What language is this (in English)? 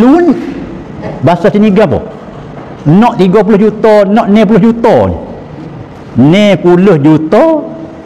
Malay